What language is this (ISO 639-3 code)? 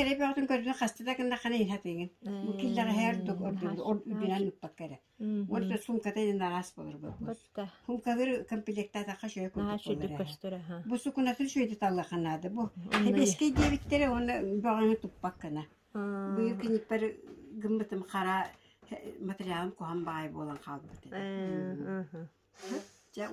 sah